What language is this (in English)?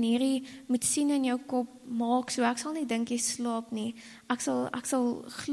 Afrikaans